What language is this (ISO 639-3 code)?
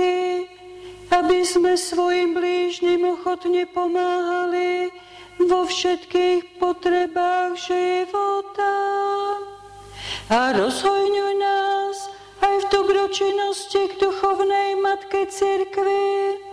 slk